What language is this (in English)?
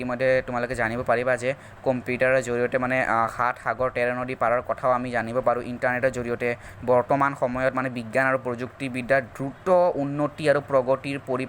Assamese